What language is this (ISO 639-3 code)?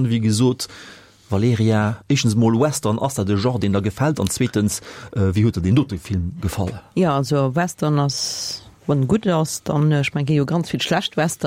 ltz